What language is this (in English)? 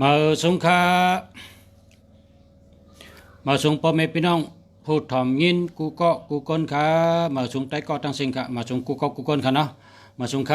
Shan